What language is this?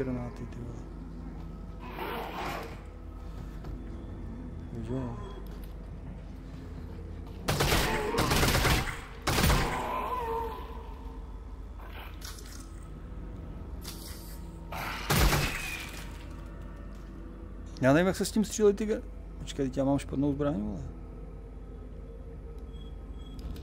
Czech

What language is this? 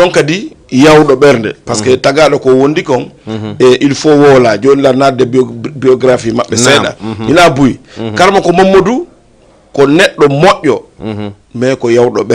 Fula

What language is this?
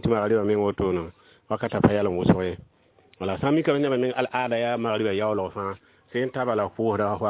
Mossi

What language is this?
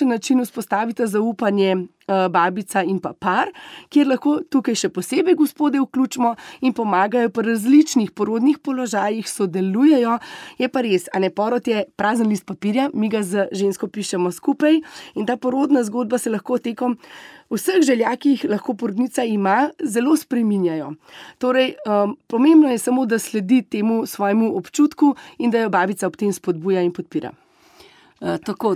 Slovenian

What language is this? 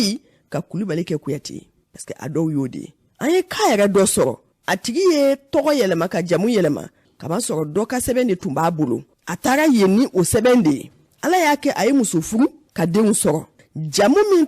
Bambara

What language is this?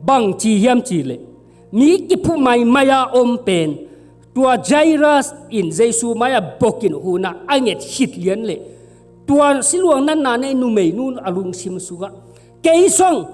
Tedim Chin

